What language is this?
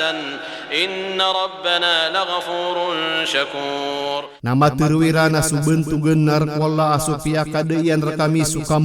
Maranao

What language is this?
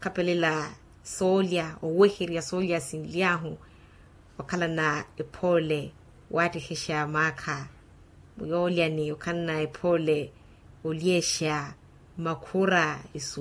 Makhuwa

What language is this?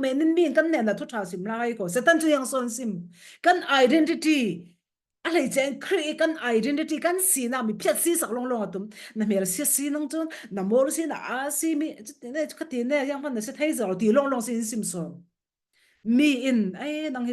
Falam Chin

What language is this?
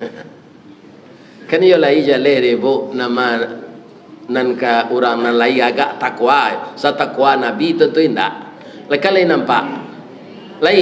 Minangkabau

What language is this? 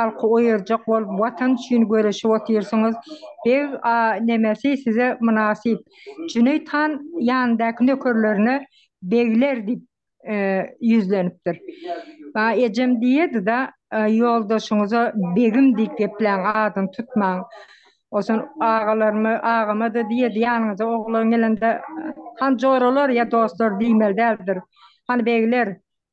Turkmen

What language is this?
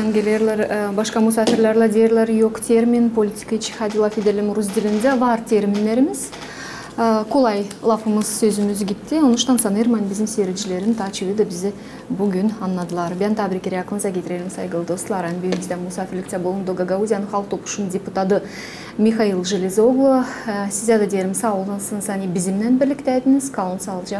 Gagauz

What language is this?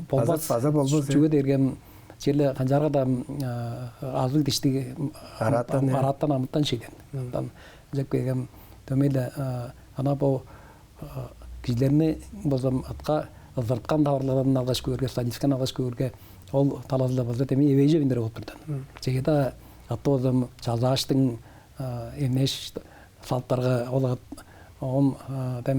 Tuvinian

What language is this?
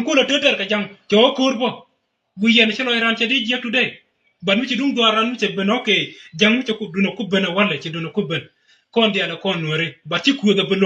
Nuer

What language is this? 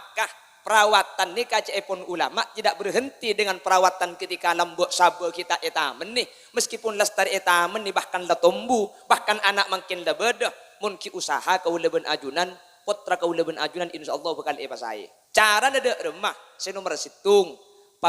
Madurese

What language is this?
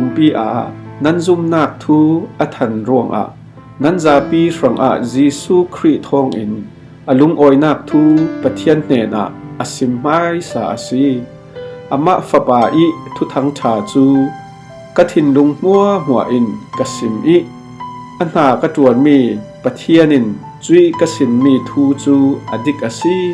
Falam Chin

